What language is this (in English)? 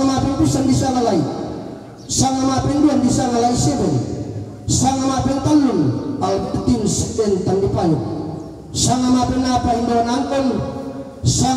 Toraja-Sa'dan